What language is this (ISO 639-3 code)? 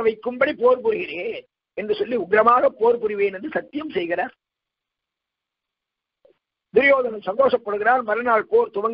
tam